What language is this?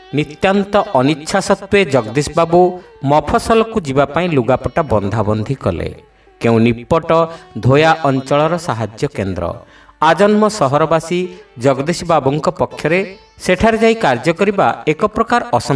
Odia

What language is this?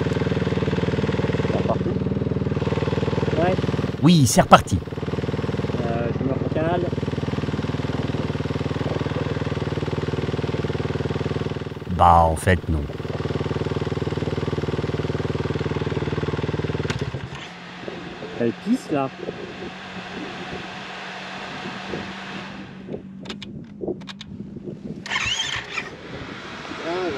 French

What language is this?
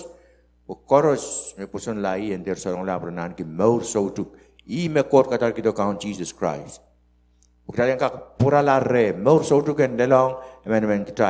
Pohnpeian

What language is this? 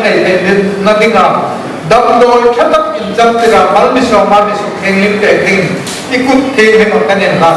Hmar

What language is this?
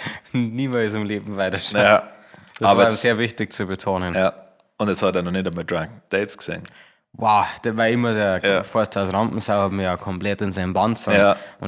Bavarian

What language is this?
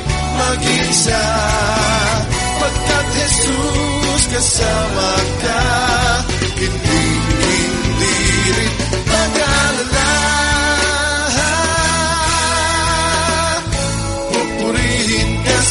Filipino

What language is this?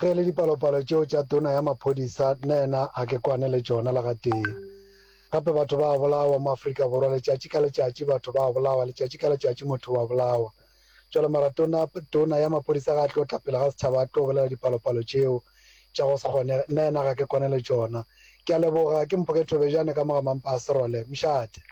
Northern Sotho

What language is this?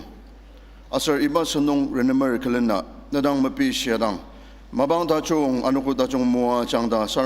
Ao Naga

